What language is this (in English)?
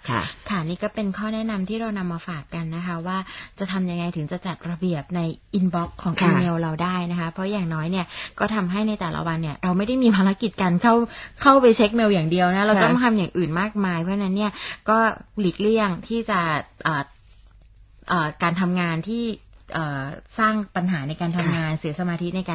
Thai